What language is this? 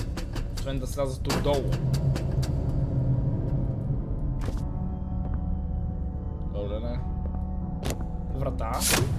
Bulgarian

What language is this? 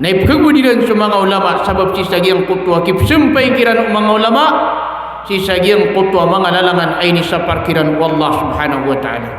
Maranao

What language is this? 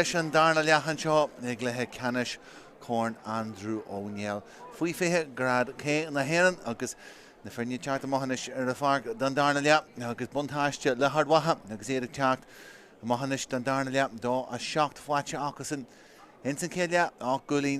Irish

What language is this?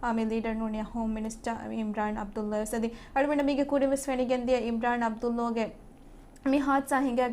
Divehi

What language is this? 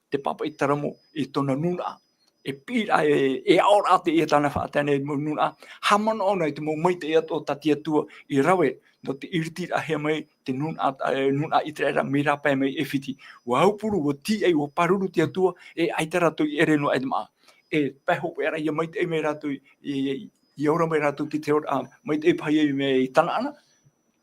Tahitian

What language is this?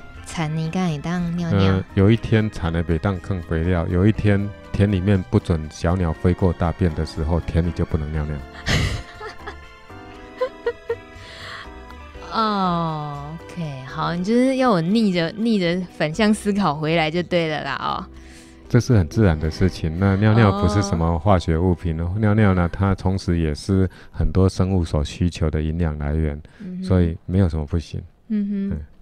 Chinese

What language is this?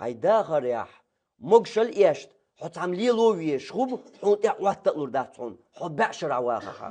Chechen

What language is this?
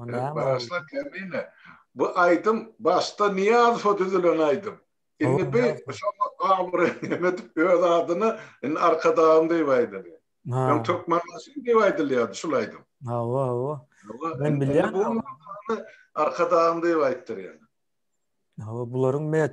Turkmen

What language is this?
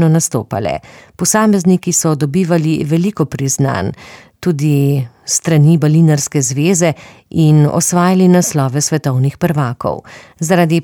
Slovenian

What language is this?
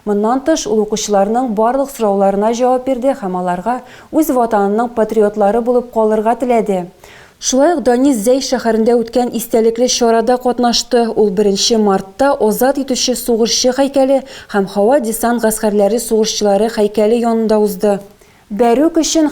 Tatar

